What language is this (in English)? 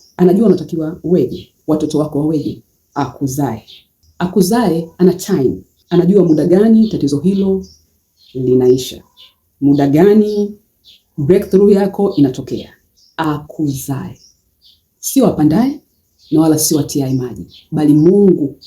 Swahili